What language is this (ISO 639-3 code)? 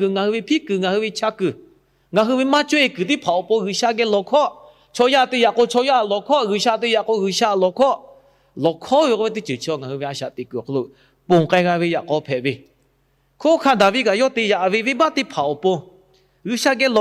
lhu